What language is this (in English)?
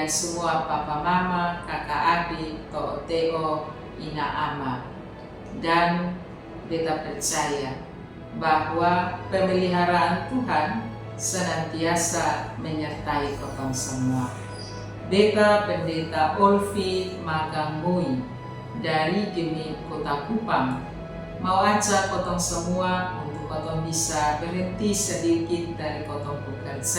Kupang Malay